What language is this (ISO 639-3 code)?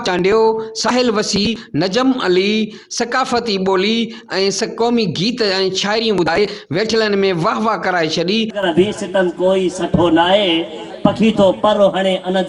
snd